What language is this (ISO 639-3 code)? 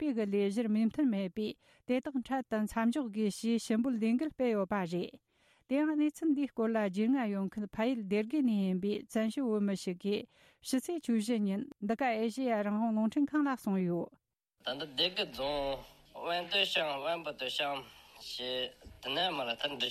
bod